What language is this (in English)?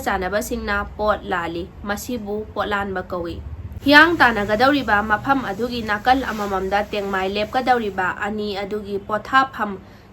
Manipuri